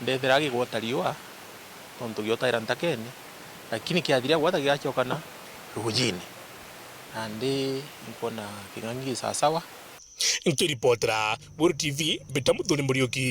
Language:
Meru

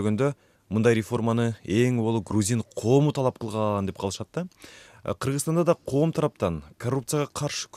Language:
Kyrgyz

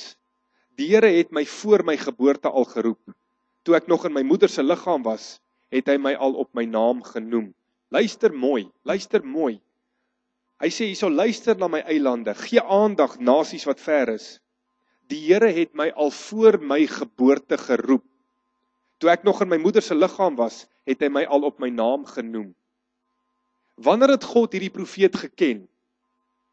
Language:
Afrikaans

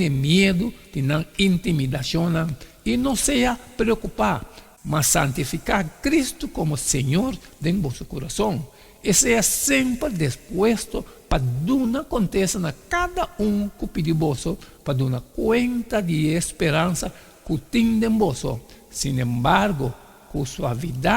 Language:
Papiamento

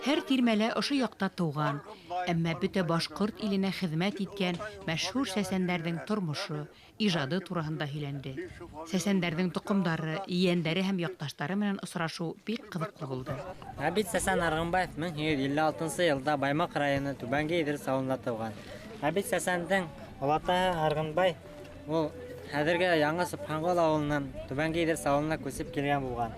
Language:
Bashkir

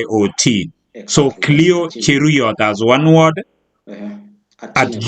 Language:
Kalenjin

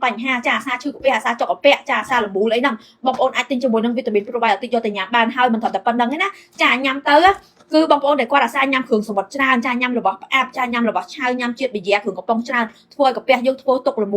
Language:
Khmer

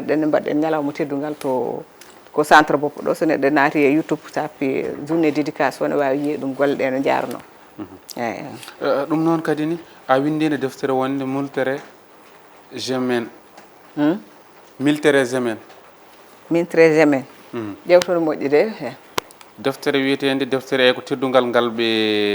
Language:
Fula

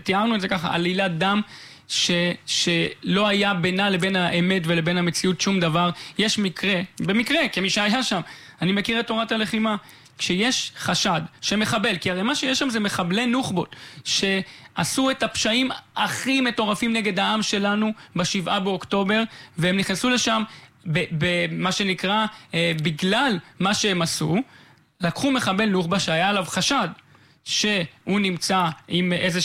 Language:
Hebrew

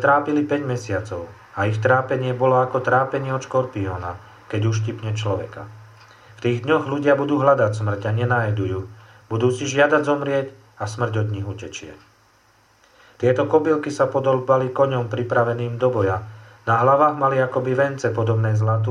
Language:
Slovak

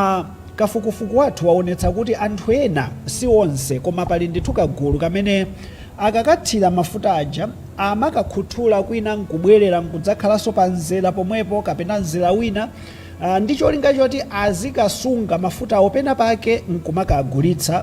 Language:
Nyanja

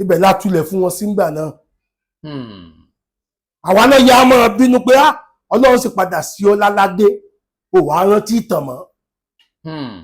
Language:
Yoruba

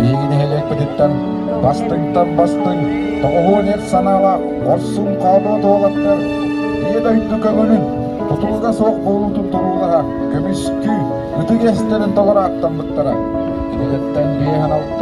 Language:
Yakut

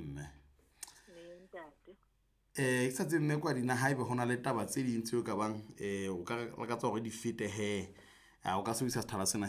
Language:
Southern Sotho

